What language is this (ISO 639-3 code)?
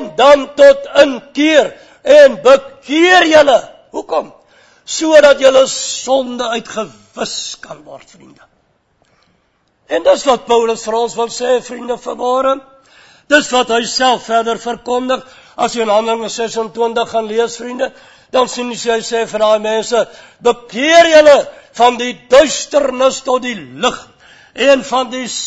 afr